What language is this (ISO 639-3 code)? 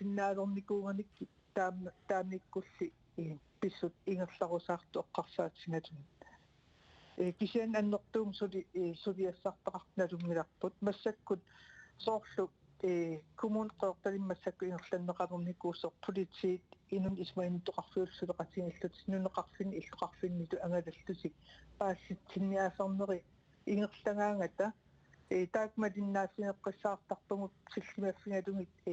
kal